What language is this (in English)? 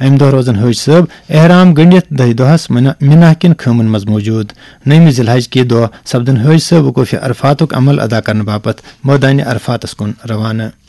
Kashmiri